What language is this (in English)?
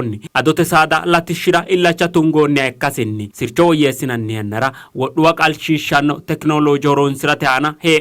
Sidamo